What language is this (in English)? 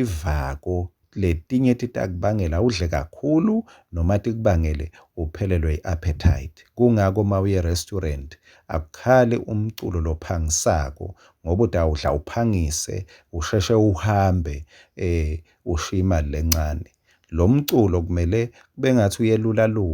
Swati